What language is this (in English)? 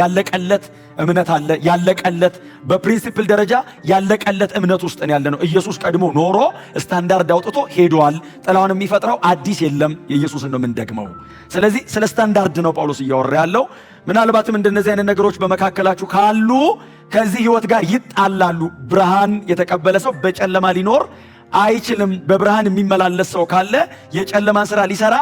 Amharic